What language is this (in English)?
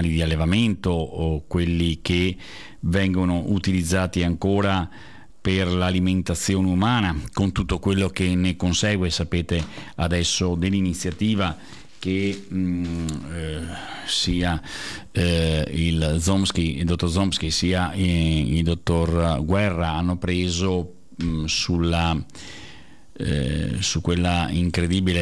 Italian